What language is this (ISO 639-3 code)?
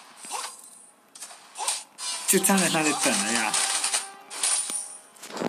zho